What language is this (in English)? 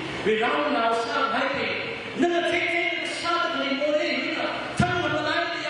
Tangkhul Naga (India)